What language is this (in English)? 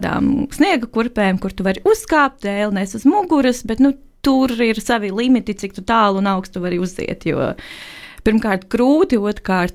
Latvian